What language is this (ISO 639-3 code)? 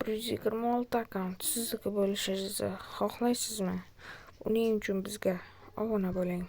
uzb